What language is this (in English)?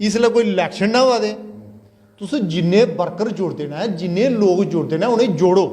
Dogri